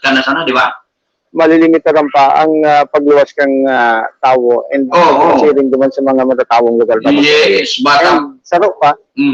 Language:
Bikol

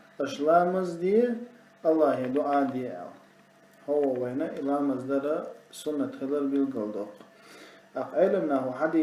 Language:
Chechen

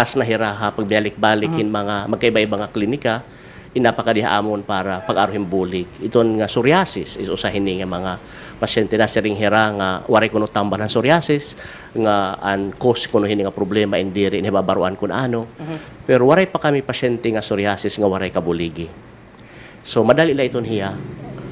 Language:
Waray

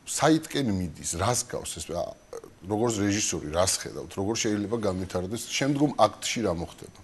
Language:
Georgian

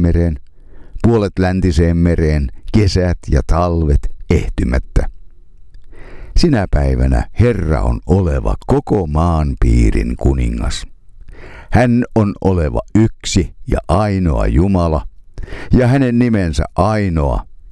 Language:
Finnish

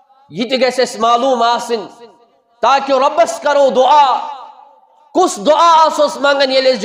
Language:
Kashmiri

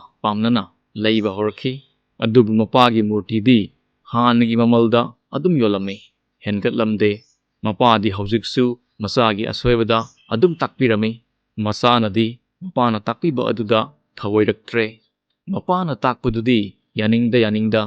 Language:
Manipuri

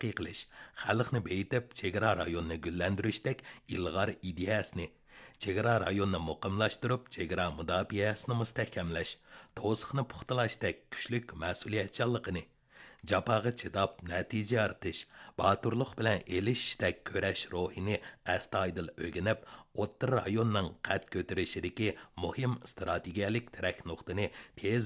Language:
Uyghur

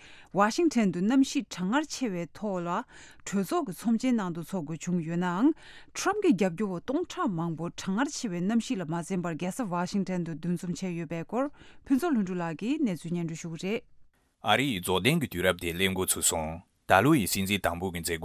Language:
Tibetan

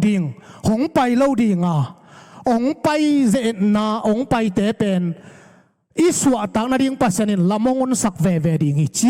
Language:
Tedim Chin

